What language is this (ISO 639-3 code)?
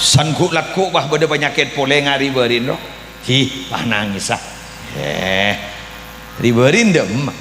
mad